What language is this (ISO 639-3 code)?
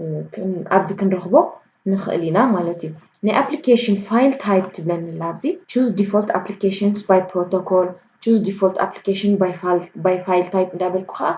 tir